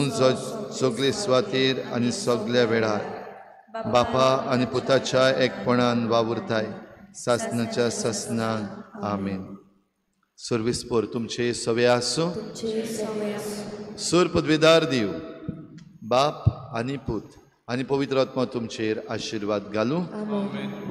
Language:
Konkani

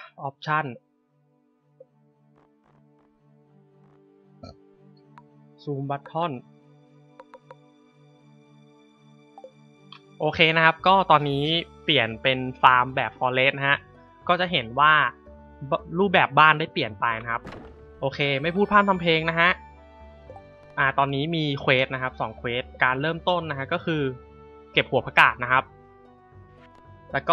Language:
Thai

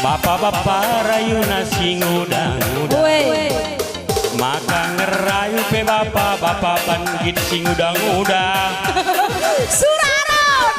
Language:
Batak Karo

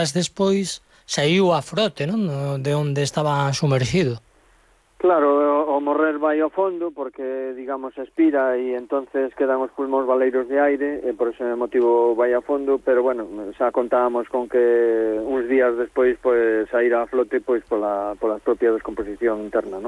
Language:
Galician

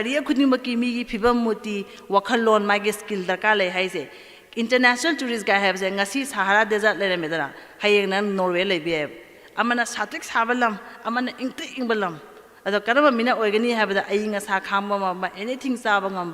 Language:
Manipuri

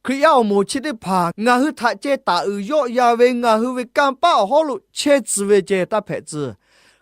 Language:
Lahu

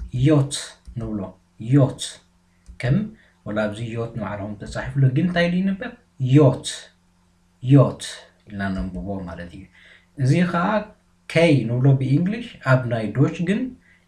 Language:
Tigrinya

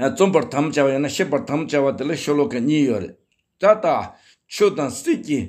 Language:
Tibetan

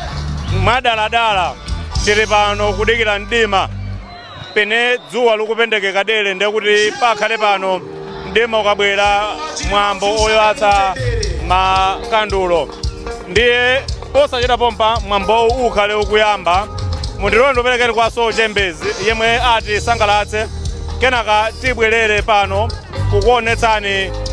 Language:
Nyanja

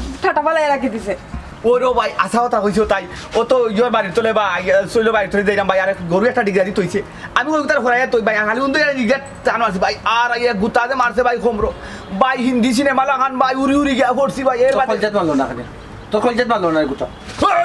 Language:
Sylheti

